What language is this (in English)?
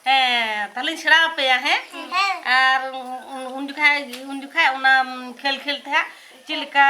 Santali